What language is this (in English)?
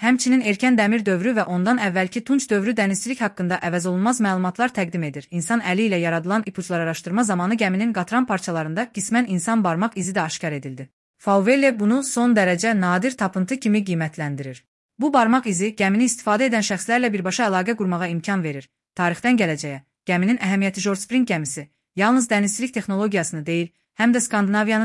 Azerbaijani